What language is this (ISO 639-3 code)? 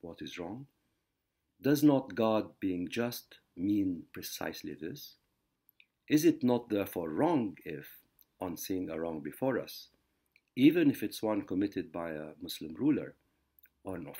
eng